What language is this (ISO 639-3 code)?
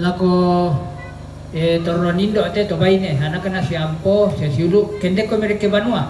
sda